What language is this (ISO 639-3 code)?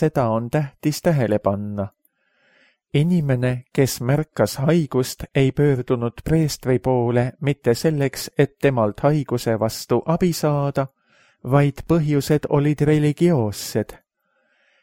est